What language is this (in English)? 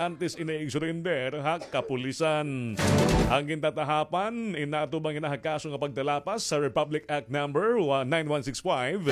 Waray